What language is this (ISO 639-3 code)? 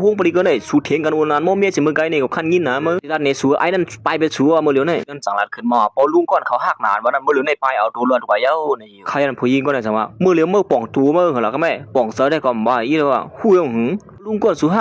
shn